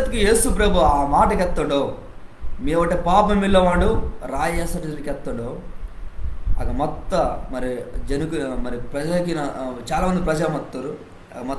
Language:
Koya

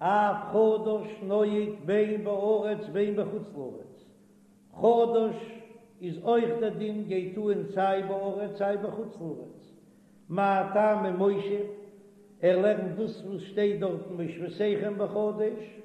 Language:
Yiddish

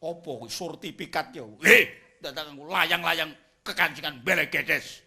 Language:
Javanese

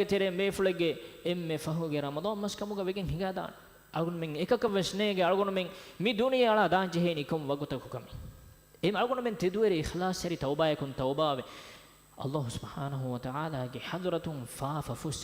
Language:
Divehi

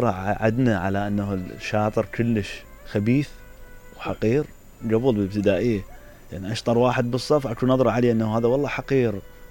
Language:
Mesopotamian Arabic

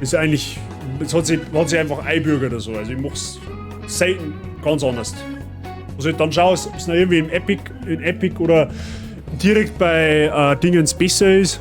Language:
Bavarian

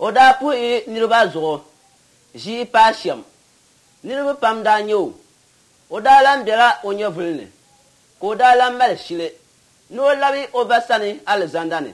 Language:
Dagbani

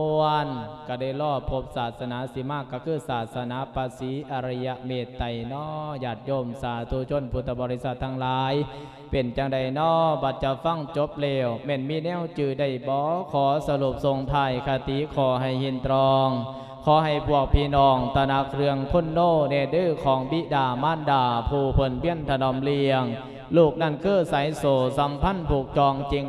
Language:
Lao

